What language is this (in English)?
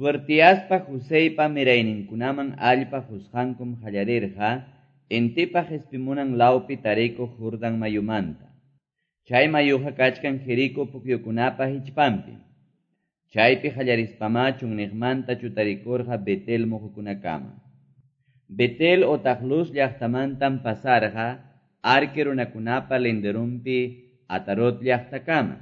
Quechua